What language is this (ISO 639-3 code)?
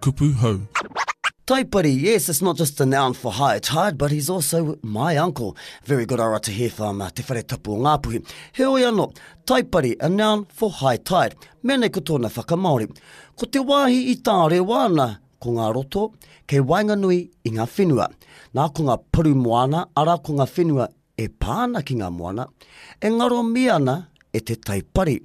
mri